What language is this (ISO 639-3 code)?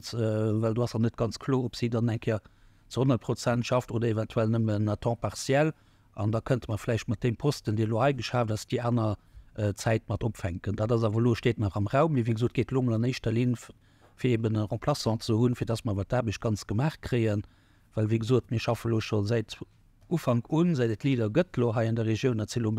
ltz